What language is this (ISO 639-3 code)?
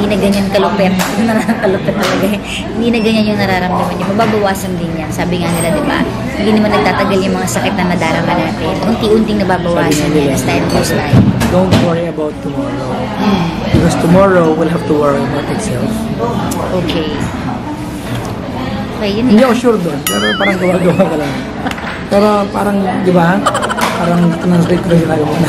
fil